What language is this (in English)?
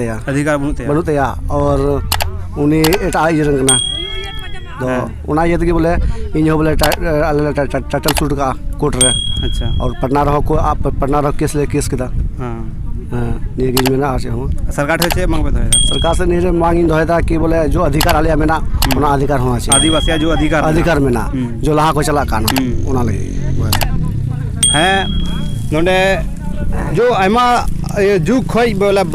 Santali